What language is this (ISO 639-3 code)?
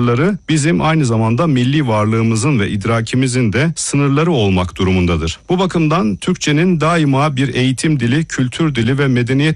tur